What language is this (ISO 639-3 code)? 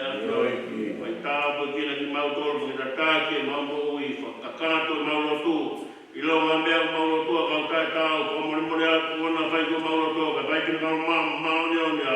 ton